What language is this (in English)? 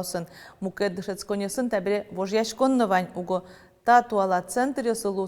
Udmurt